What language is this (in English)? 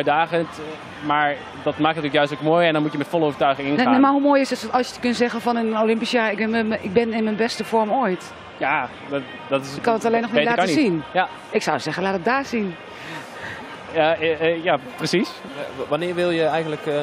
Dutch